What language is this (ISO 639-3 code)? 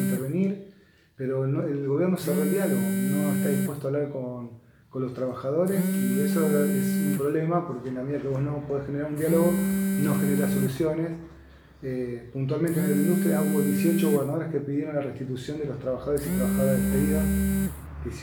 spa